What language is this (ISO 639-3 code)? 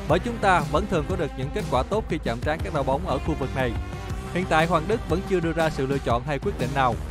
vie